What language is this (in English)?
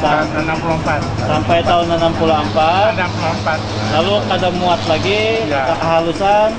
Banjar